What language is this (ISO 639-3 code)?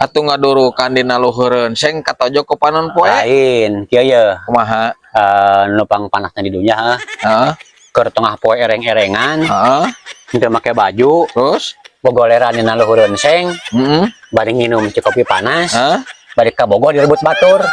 sun